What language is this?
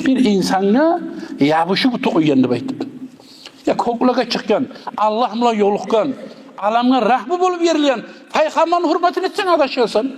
Kumyk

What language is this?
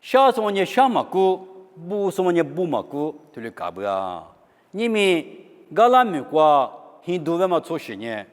Lisu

